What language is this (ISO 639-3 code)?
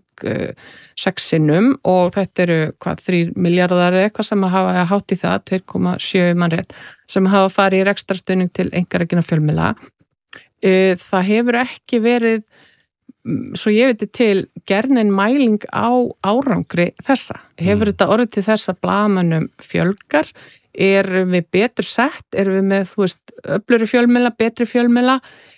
isl